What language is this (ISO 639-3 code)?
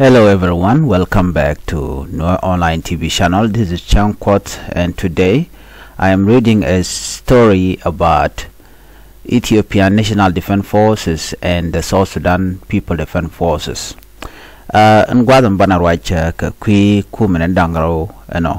nus